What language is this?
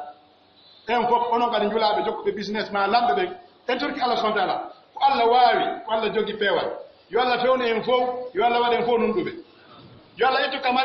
Pular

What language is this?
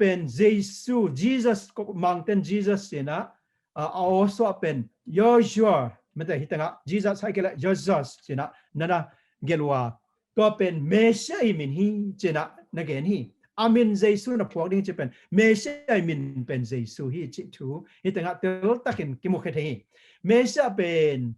Tedim Chin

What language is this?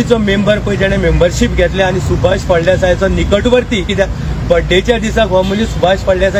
Konkani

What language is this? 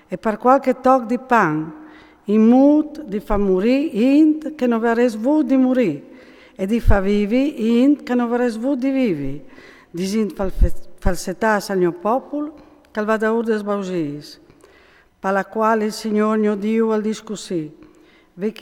Friulian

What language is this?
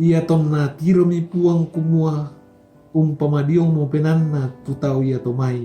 Toraja-Sa'dan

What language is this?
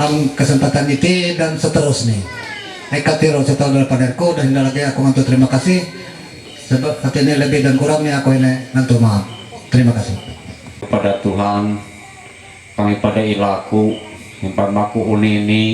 Ma'anyan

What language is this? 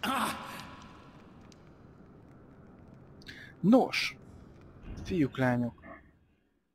Hungarian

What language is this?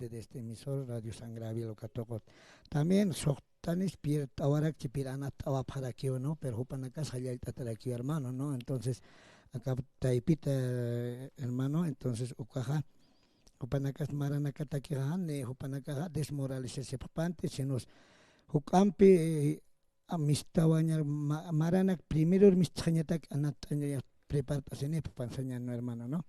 Aymara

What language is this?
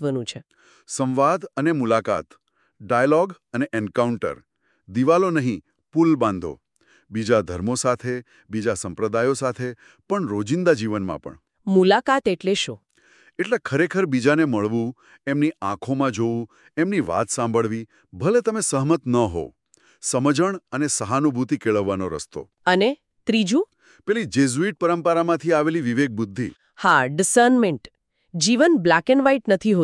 Gujarati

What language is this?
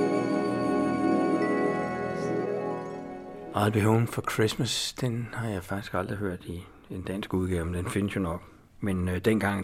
Danish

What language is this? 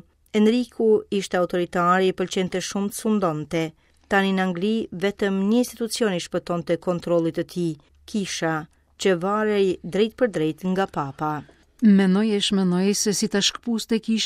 Albanian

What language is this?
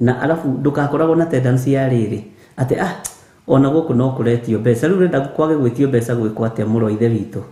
Kikuyu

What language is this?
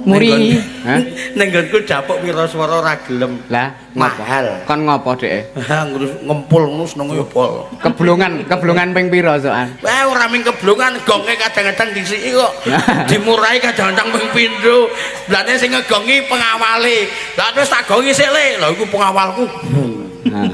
Javanese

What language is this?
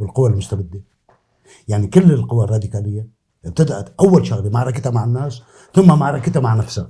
North Levantine Arabic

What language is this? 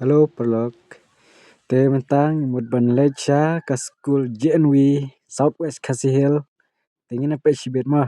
Khasi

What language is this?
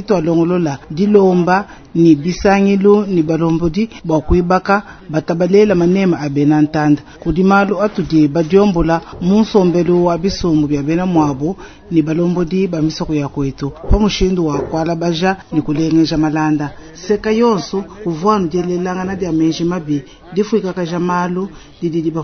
Luba-Lulua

